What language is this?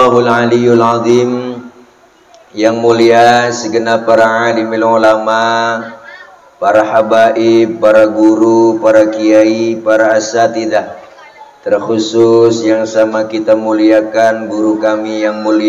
Betawi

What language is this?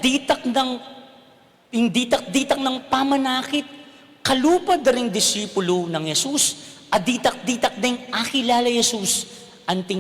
Pampanga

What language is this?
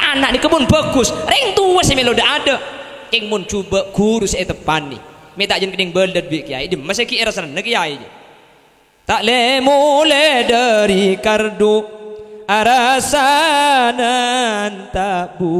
Madurese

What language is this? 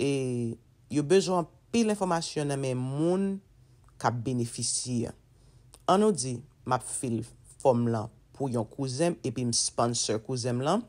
Haitian Creole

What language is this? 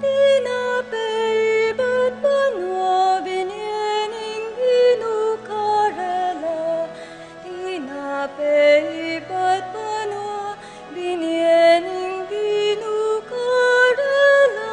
Pampanga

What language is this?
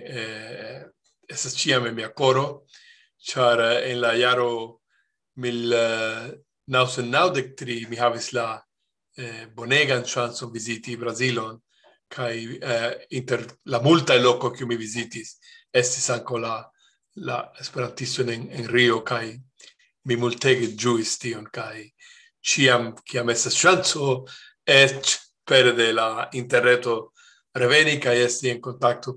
Esperanto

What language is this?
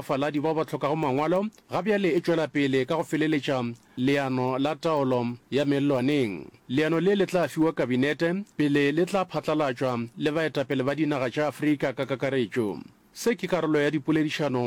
Northern Sotho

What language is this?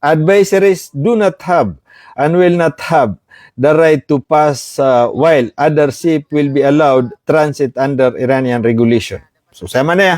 Maranao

